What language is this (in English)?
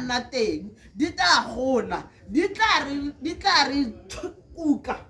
Tswana